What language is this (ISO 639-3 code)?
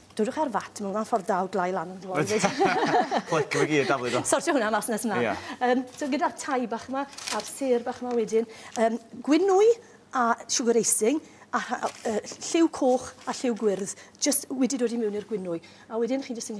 cym